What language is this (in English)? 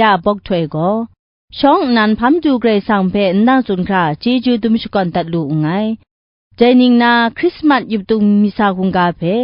Kachin